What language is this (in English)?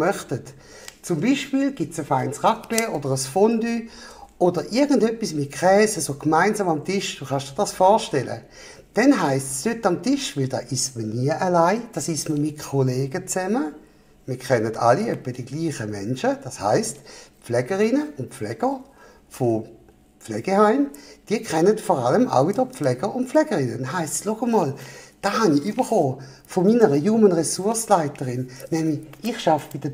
Swiss German